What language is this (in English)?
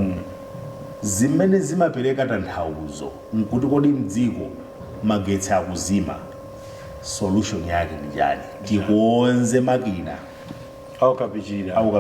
Nyanja